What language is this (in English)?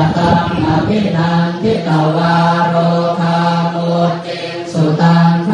Pali